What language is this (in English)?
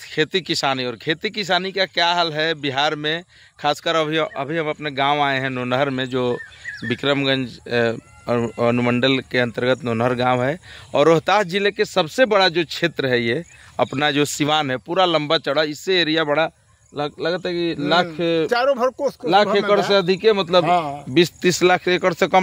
Bhojpuri